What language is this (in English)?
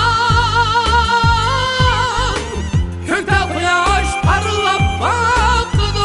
Uyghur